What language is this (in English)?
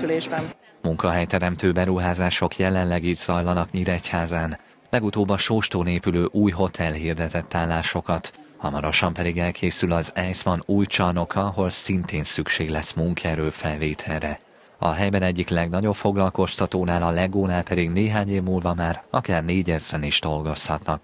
Hungarian